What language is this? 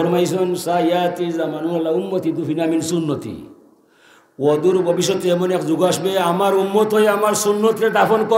Sylheti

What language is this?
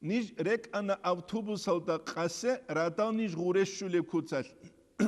Avaric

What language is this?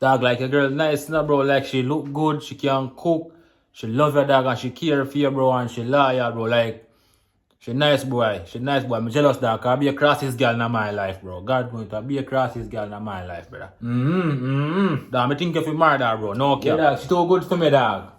Jamaican Creole English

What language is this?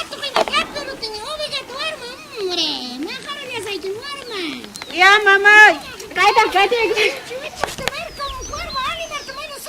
Ayacucho Quechua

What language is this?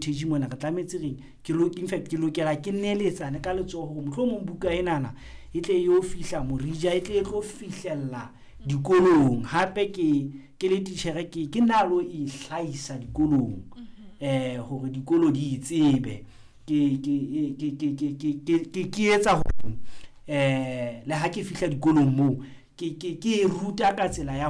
Southern Sotho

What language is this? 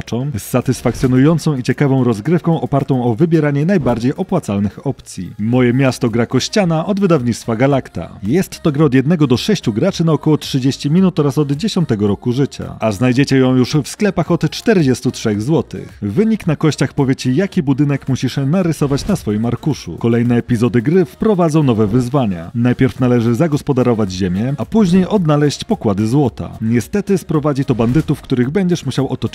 Polish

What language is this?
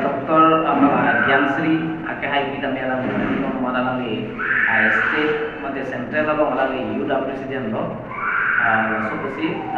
Karbi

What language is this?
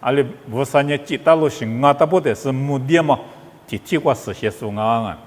Lisu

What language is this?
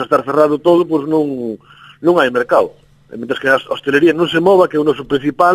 Galician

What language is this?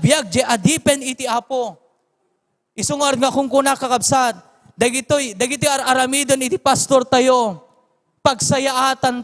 Iloko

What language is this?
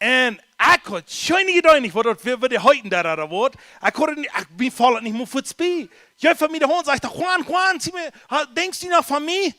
Plautdietsch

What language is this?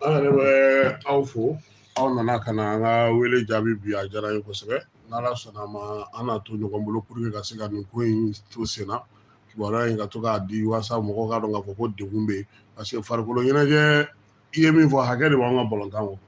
Bambara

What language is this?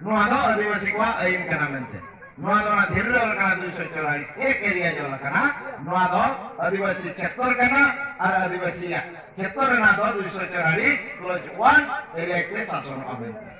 Santali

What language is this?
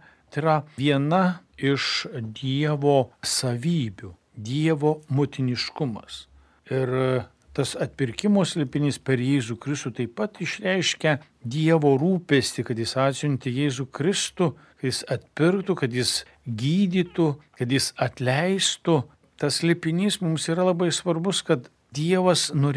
Lithuanian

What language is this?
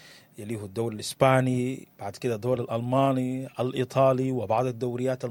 Sudanese Arabic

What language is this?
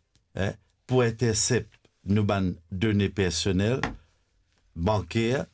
Morisyen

